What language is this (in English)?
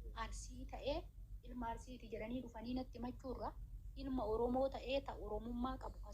Oromo